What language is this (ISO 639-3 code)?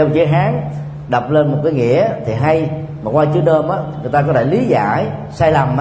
vie